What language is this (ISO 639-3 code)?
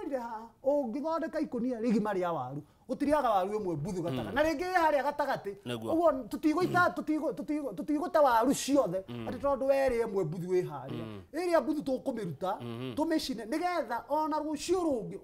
kik